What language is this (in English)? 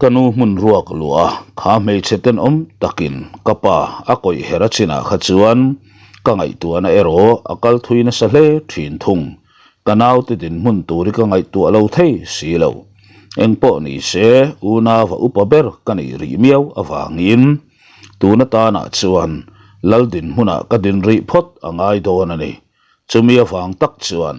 Mizo